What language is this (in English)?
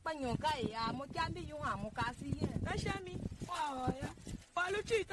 Tiv